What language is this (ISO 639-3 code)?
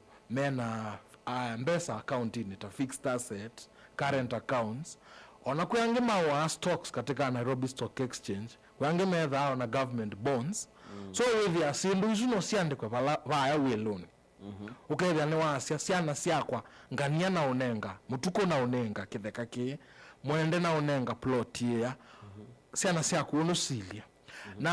kam